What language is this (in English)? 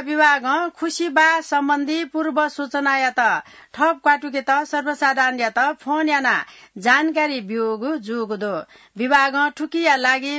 Newari